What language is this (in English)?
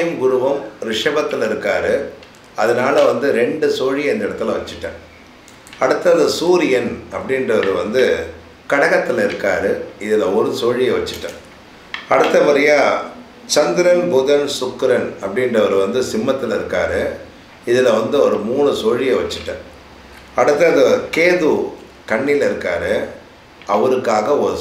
Tamil